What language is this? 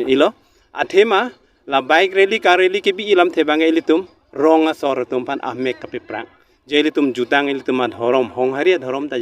Karbi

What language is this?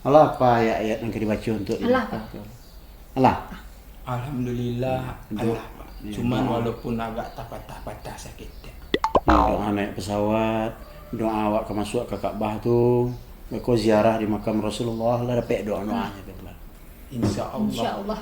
Minangkabau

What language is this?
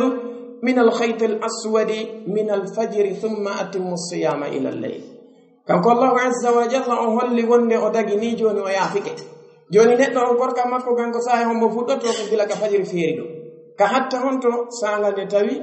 Pular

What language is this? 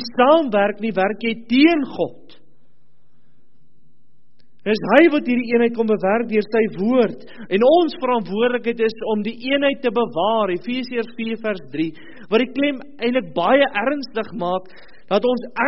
Afrikaans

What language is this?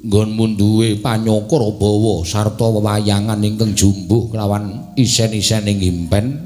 Javanese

